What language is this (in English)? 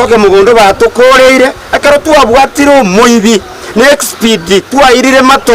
Gusii